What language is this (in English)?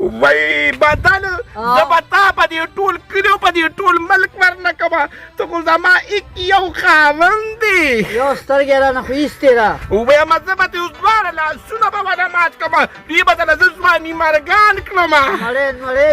Pashto